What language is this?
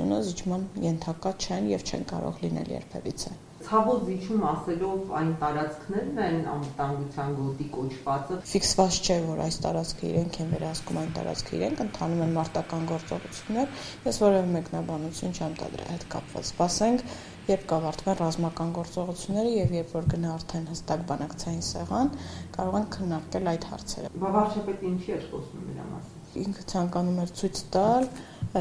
Armenian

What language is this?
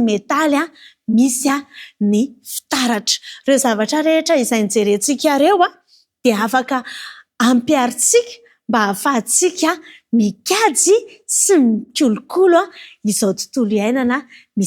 Malagasy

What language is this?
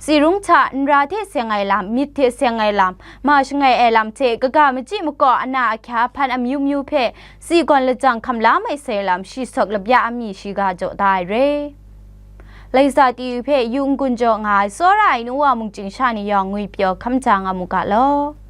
Kachin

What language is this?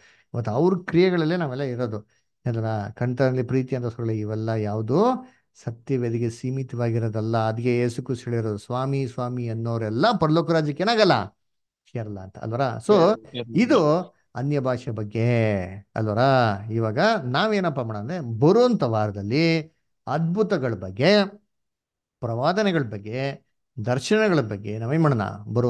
Kannada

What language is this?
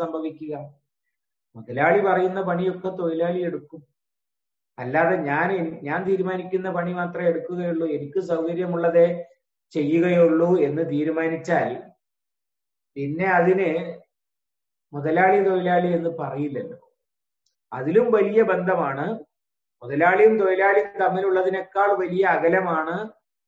Malayalam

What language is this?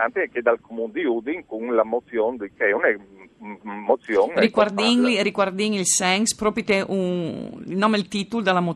Friulian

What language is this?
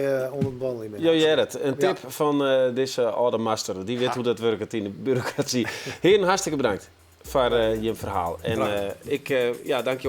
Western Frisian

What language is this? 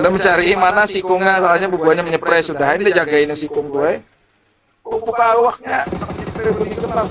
Banjar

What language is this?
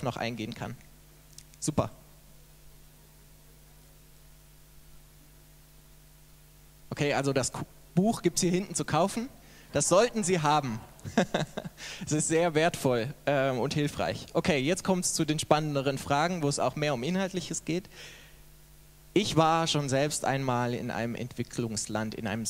German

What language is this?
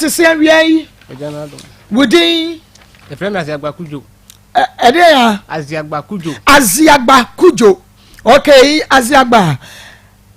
Akan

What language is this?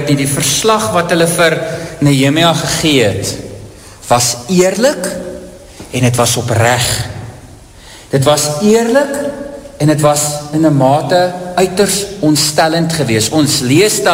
Afrikaans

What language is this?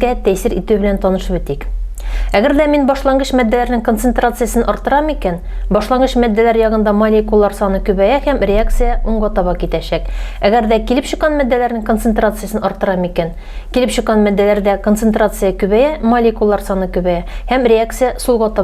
Tatar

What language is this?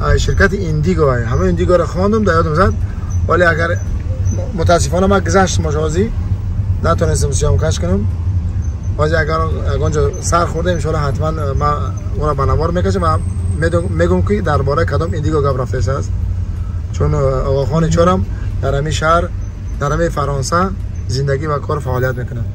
Tajik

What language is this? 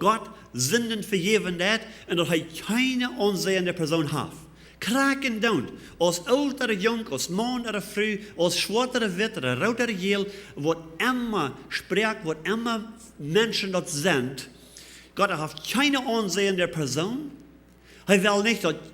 Plautdietsch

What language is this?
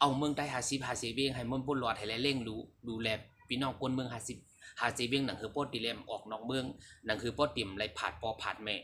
Shan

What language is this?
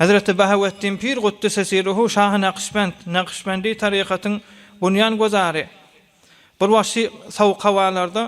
Turkmen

